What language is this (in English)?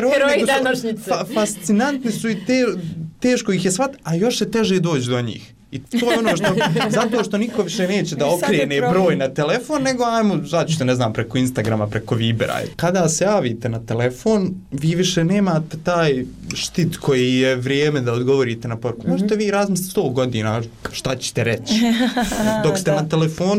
Bosnian